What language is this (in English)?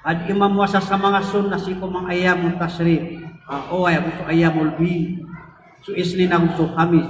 Maranao